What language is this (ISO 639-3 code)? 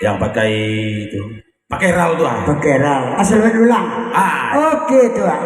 min